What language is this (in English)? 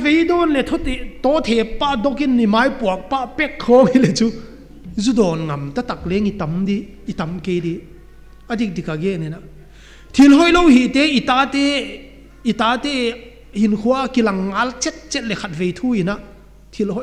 Paite Chin